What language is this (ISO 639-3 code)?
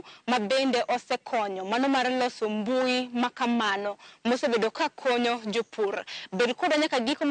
luo